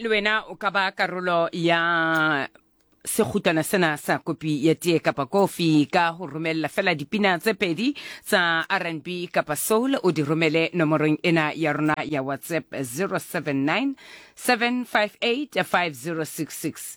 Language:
Southern Sotho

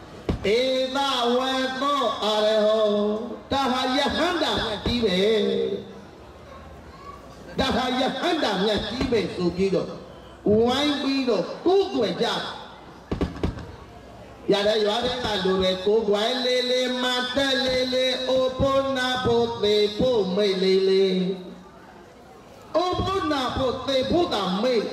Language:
Burmese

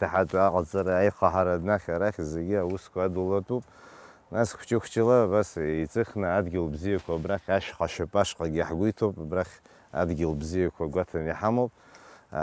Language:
Abkhazian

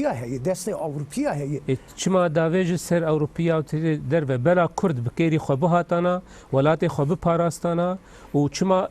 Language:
Kurdish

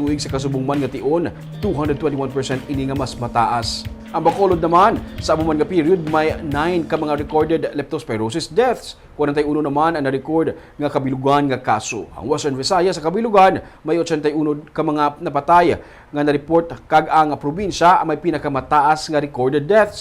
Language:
Hiligaynon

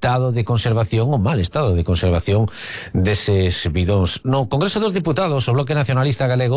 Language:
Galician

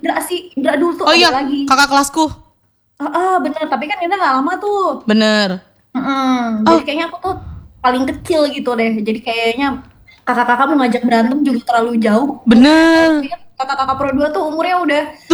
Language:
Indonesian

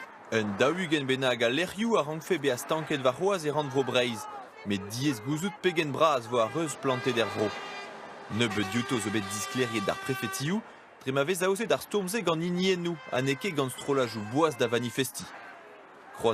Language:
Breton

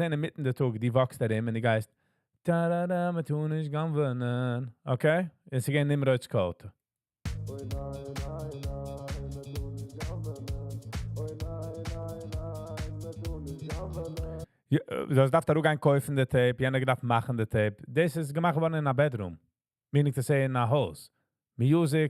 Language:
Yiddish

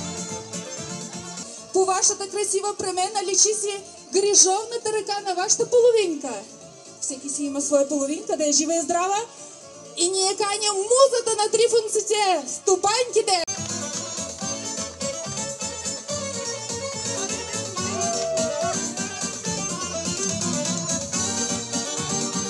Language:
Bulgarian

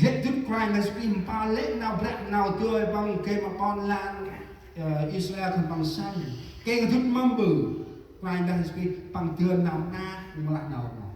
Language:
Central Mnong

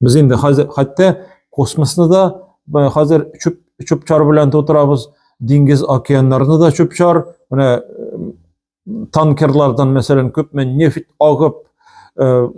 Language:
Tatar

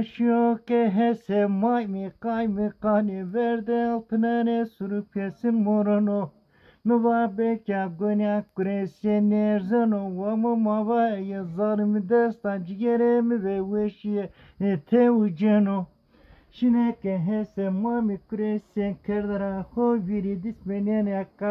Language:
Zaza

